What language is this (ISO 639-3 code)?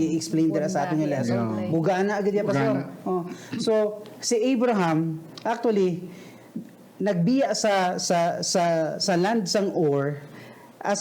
hil